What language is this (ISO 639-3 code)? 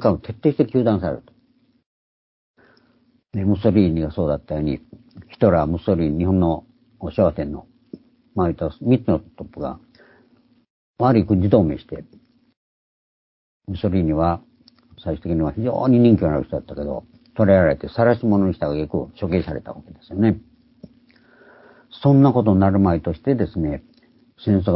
jpn